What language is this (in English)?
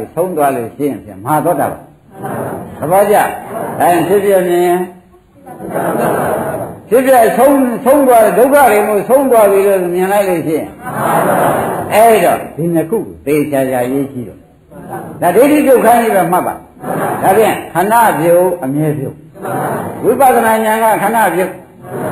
Burmese